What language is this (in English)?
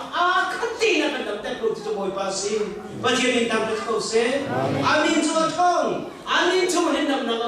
Hakha Chin